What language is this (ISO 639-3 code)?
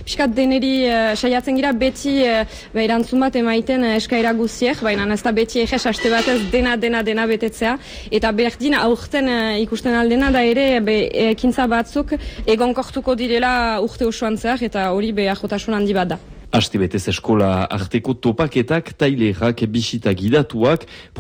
eus